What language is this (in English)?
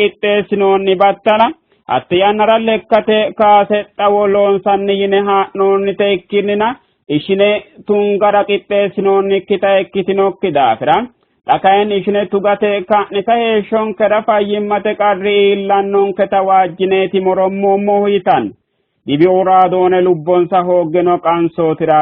Sidamo